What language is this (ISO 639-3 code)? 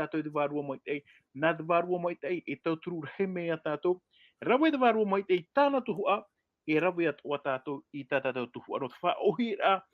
tah